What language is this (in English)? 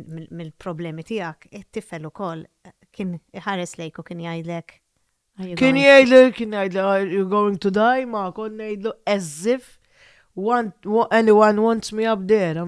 Maltese